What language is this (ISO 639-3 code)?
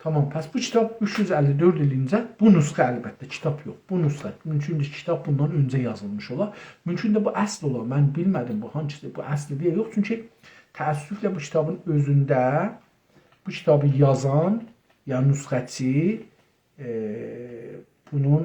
azb